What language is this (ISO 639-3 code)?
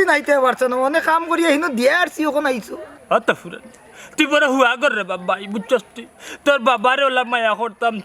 syl